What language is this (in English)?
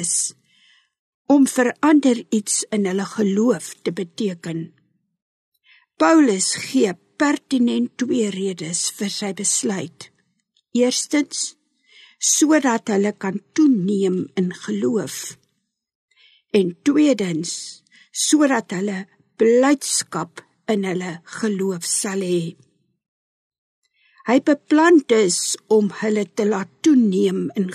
Afrikaans